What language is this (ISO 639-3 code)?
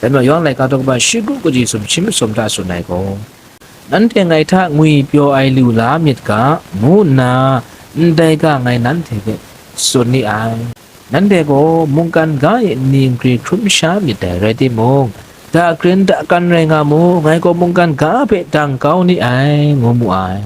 kac